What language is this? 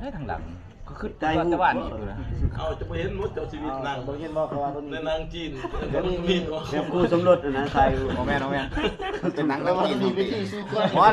Lao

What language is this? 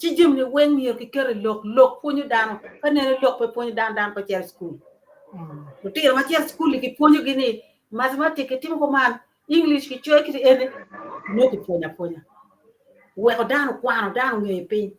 Acoli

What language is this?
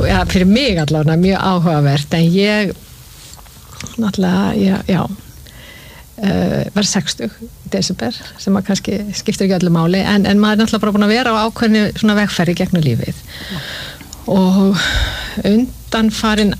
Icelandic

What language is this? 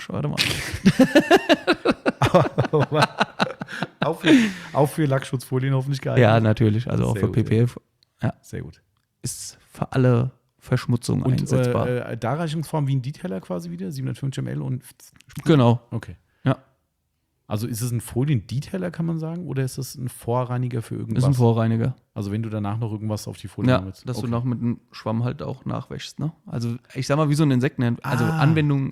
German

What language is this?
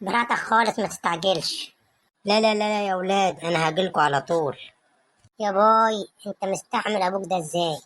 Egyptian Arabic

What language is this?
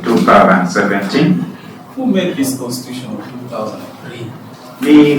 Lango (Uganda)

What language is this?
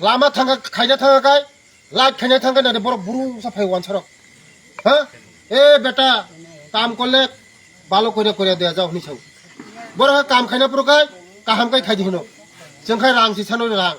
Kok Borok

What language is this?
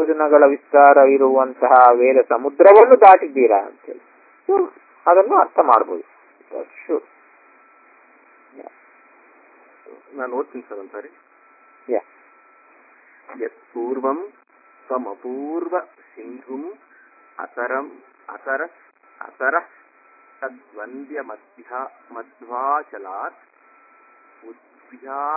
Kannada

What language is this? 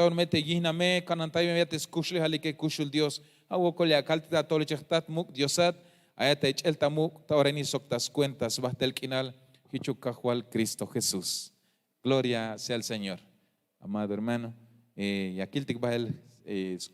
Tzeltal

